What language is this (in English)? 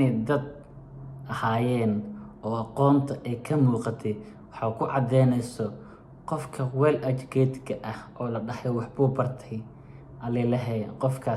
Somali